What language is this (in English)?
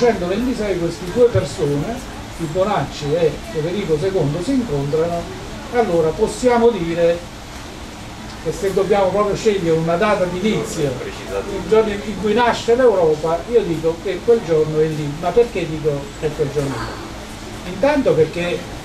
Italian